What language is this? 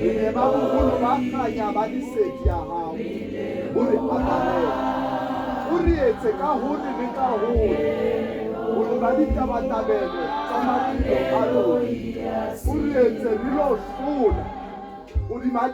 Southern Sotho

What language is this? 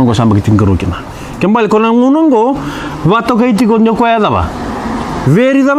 Fijian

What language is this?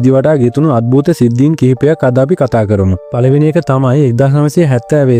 Sinhala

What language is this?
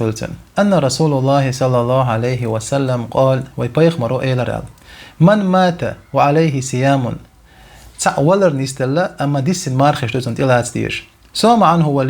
Chechen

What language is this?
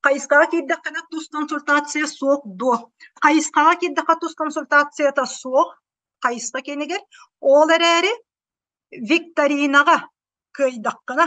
Yakut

